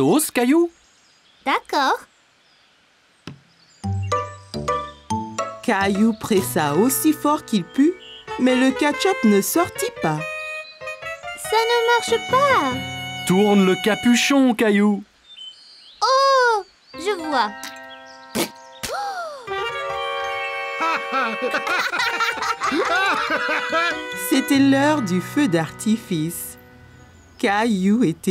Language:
French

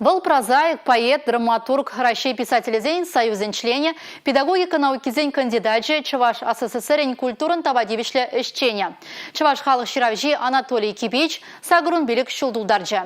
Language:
Chuvash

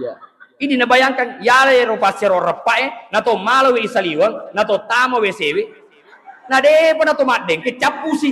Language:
Buginese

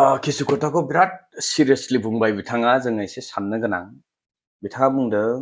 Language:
Bodo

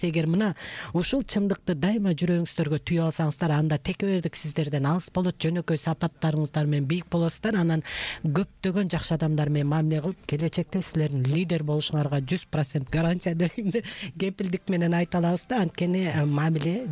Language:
Kyrgyz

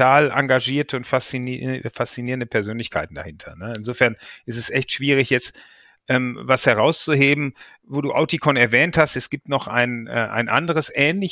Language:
German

